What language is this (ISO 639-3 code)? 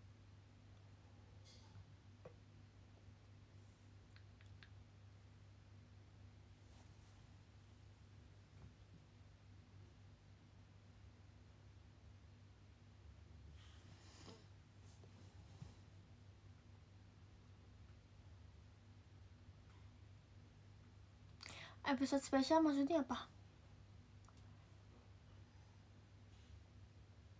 ind